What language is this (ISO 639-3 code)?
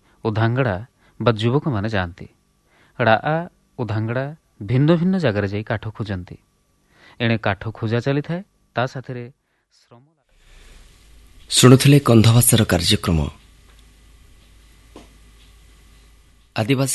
ori